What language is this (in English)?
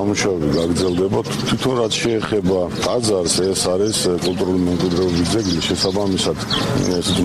Georgian